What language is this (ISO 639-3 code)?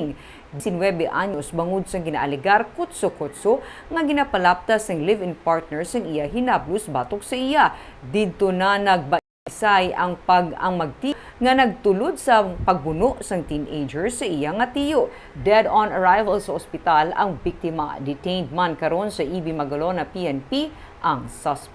hil